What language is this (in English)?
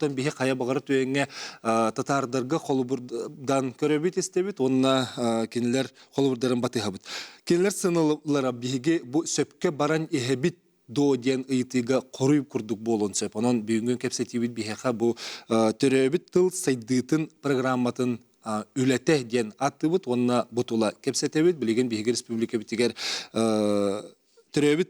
Yakut